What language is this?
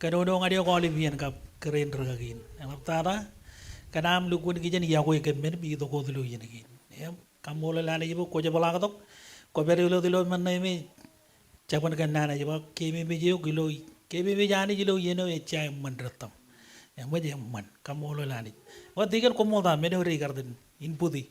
Marshallese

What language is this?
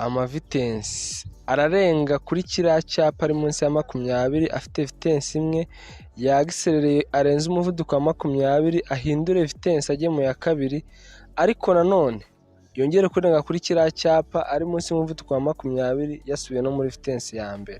Kinyarwanda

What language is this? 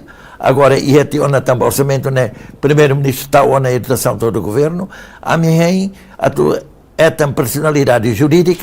Tetum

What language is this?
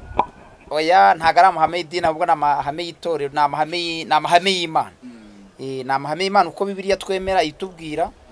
Kinyarwanda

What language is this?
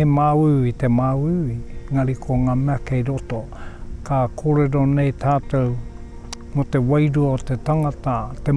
Māori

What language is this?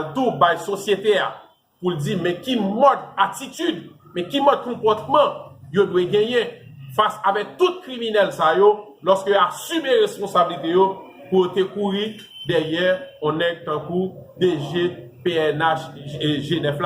Haitian Creole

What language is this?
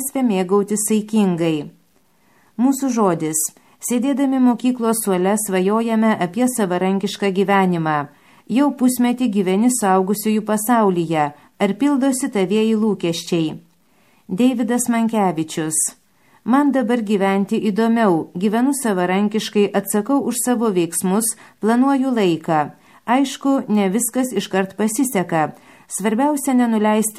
Lithuanian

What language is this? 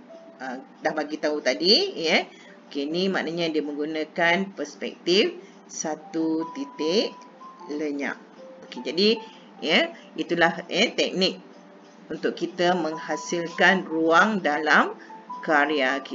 Malay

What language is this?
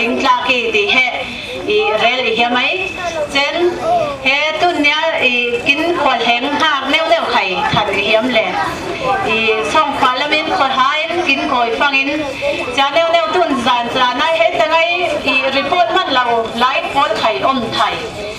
Falam Chin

